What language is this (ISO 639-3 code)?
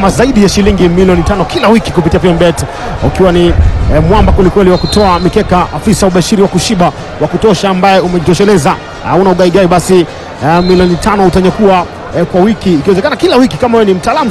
swa